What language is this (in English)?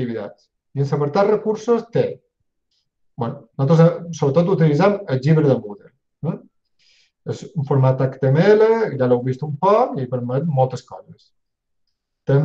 Catalan